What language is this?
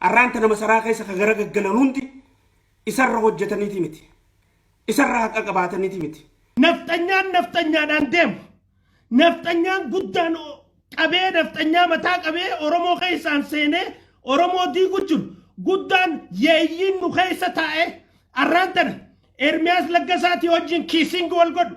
Oromo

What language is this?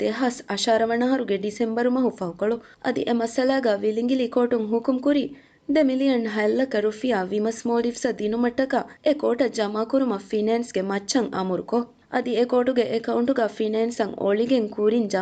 Divehi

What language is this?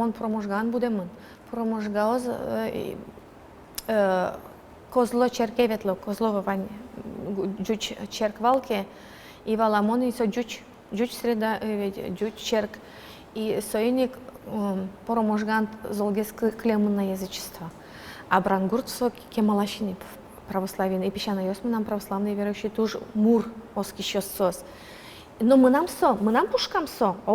Udmurt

